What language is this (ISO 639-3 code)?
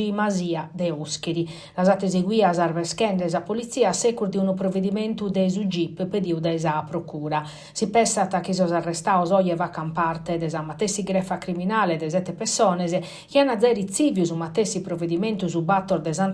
srd